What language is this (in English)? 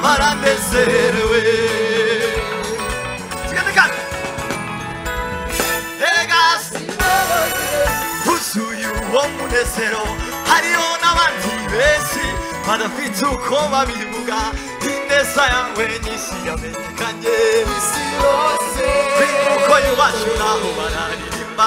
Kinyarwanda